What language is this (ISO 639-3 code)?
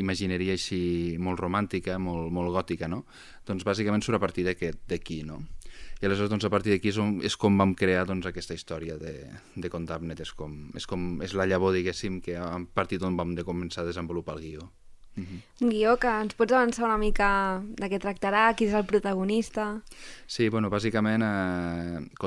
cat